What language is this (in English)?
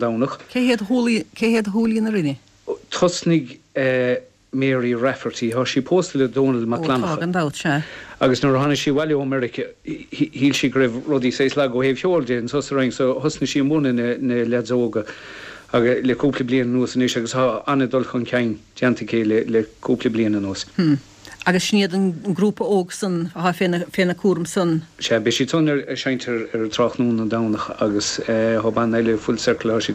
Irish